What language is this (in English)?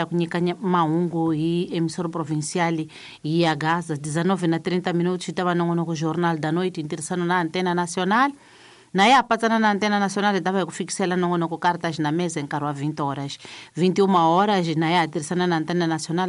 Tsonga